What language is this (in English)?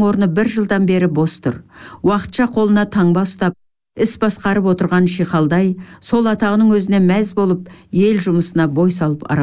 Kazakh